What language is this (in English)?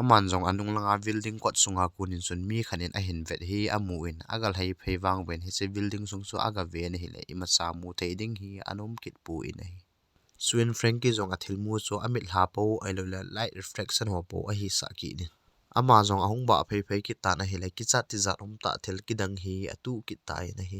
Thado Chin